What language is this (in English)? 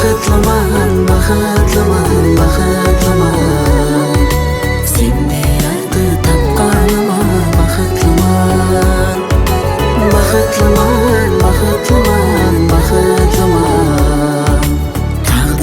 Kara-Kalpak